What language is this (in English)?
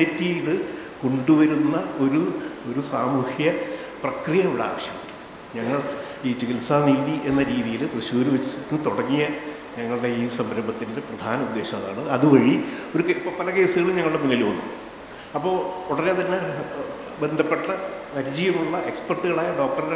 Malayalam